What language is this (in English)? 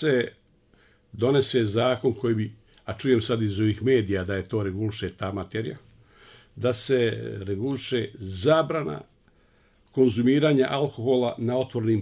Bosnian